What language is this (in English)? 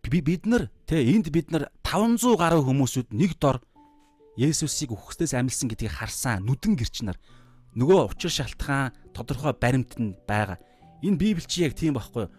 Mongolian